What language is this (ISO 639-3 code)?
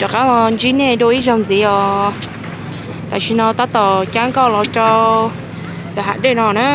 hmn